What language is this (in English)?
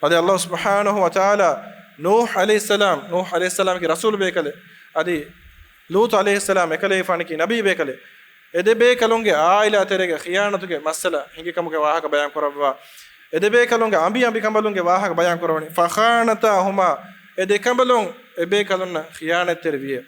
Divehi